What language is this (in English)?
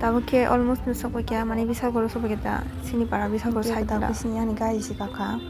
Kok Borok